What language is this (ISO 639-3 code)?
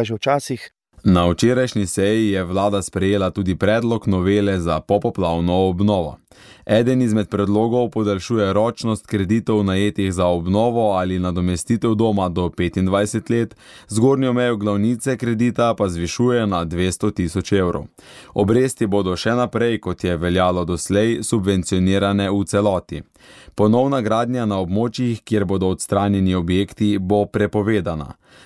slv